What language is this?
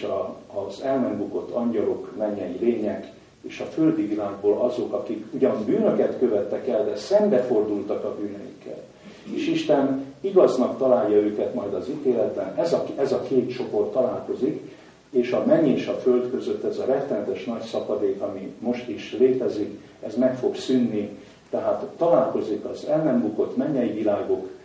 Hungarian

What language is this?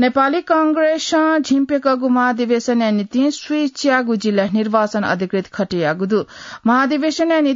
Newari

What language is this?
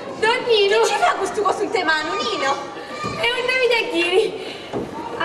Sicilian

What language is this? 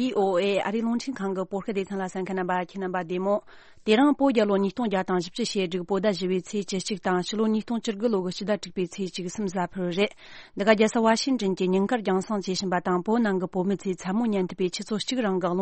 Tibetan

